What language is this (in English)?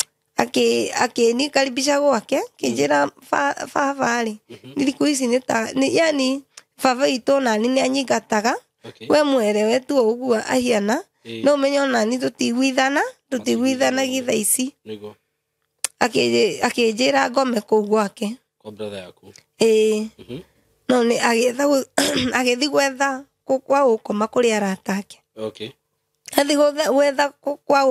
Kikuyu